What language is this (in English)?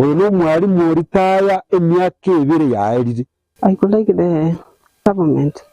Gusii